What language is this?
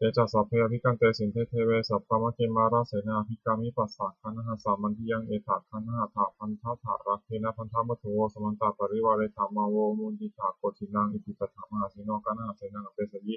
Pali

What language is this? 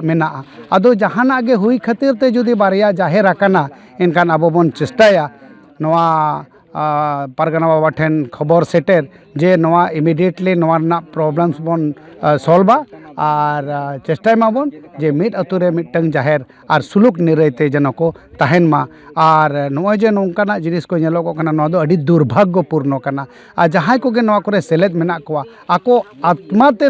Santali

